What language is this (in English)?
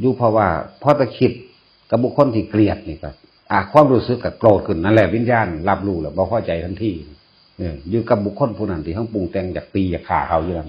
Northeastern Thai